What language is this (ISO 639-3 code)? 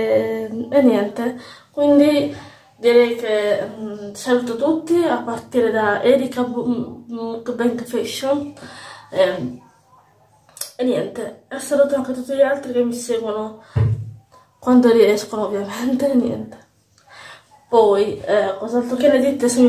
ita